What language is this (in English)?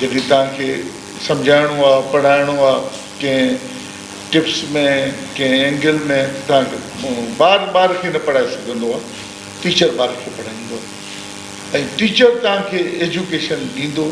Sindhi